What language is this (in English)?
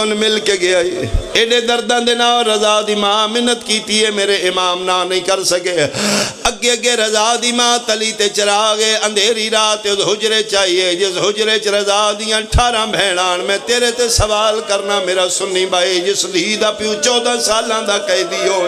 Pahari-Potwari